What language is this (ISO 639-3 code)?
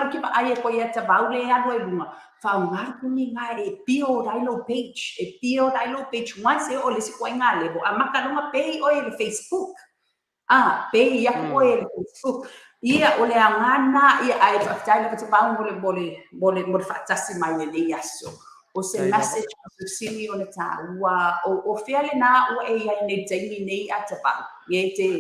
smo